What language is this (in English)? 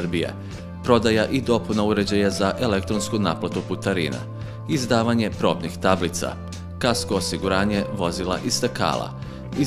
Serbian